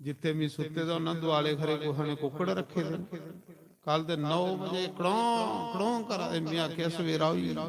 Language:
Dogri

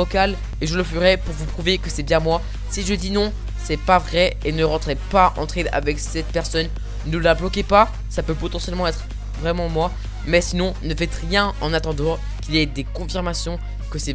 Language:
French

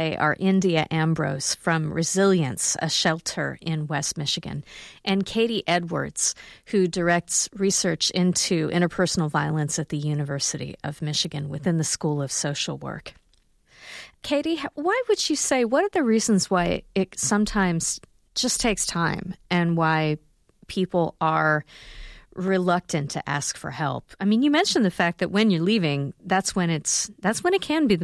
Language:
English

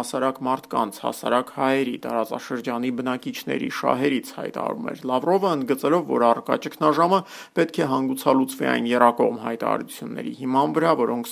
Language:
Armenian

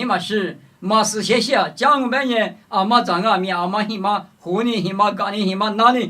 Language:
Lisu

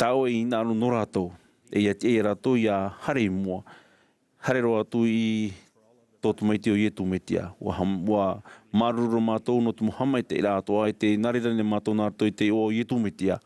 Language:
Tahitian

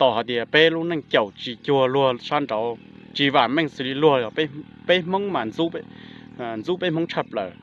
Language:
Hmong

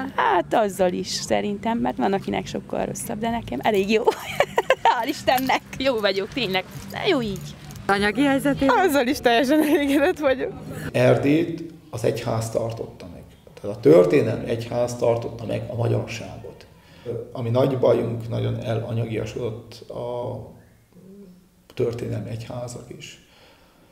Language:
Hungarian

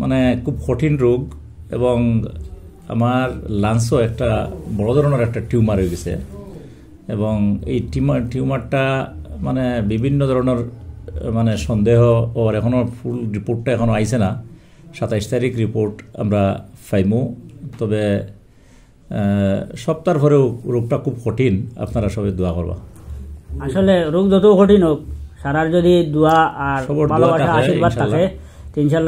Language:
Sylheti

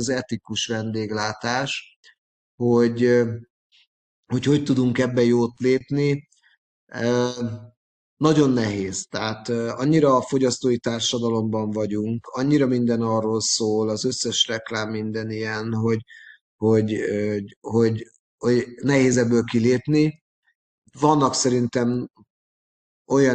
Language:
Hungarian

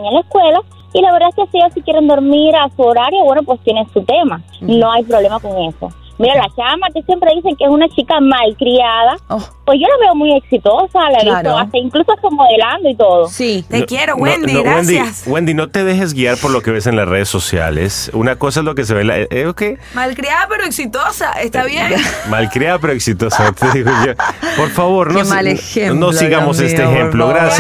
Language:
Spanish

